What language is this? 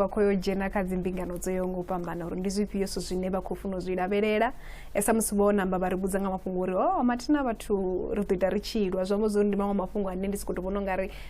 Venda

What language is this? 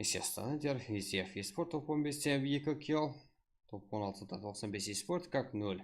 Kara-Kalpak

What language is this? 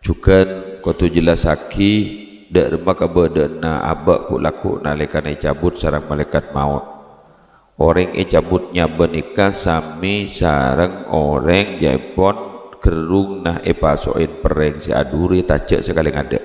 Madurese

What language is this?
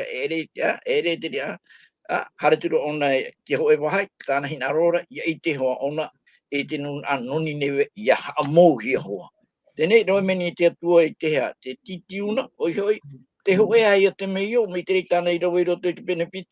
Tahitian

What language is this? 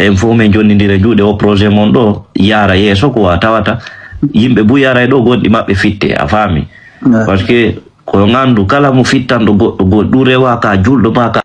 Fula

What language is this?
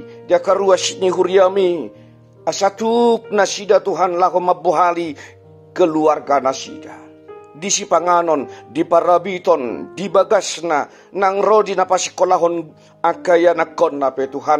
Batak Toba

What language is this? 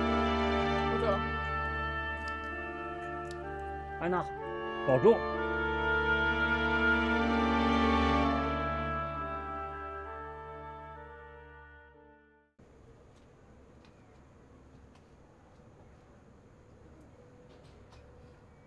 Chinese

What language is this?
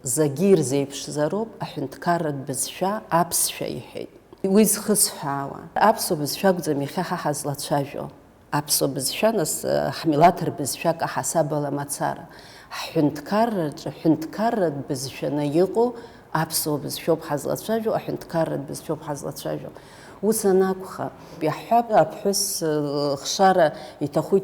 Abkhazian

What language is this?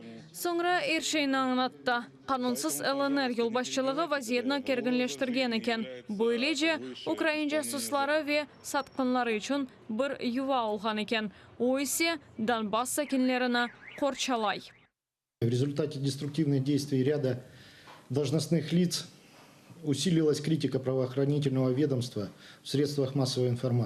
Crimean Tatar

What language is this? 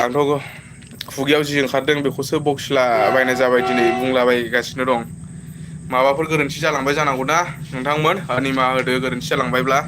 Bodo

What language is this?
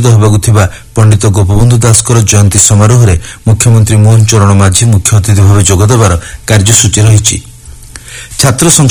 Odia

